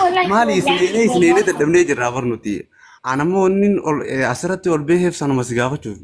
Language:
Oromo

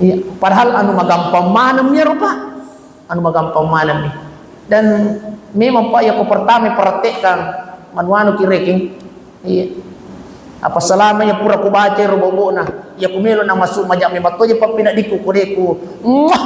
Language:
Buginese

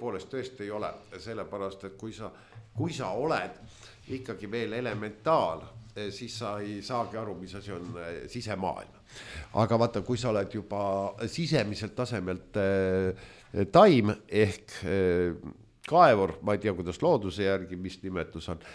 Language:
Estonian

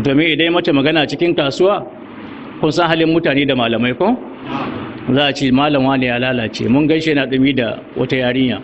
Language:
Hausa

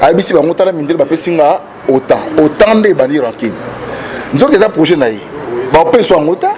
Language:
Lingala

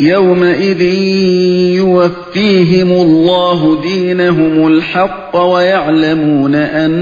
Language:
Uyghur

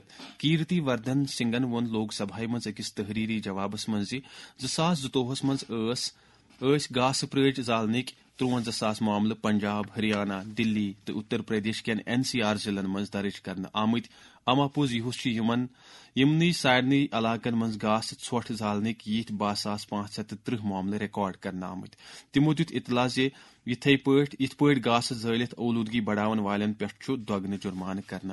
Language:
Kashmiri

